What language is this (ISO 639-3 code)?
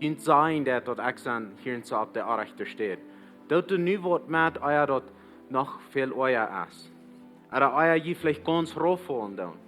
pdt